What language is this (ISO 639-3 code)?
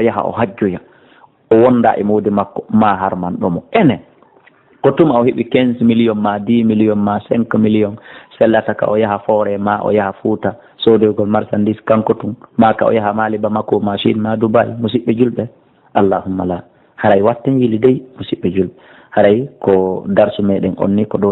ful